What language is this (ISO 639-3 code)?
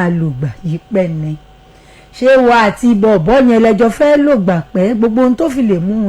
yor